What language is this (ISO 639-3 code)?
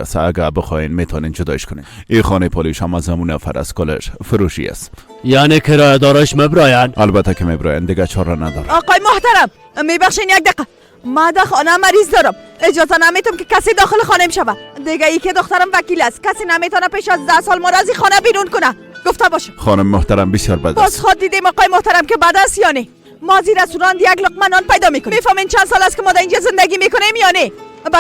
fas